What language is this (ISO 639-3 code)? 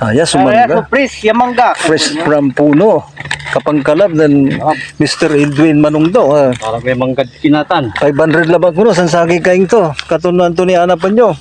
pag